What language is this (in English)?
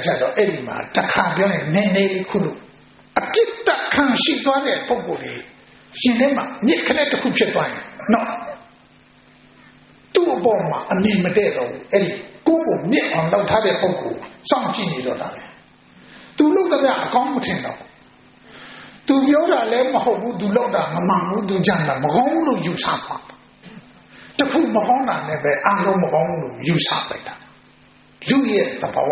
Burmese